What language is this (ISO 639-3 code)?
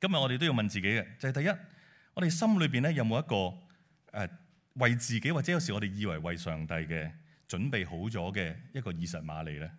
yue